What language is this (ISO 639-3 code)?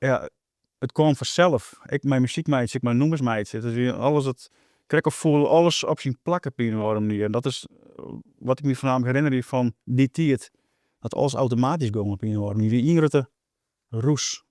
fry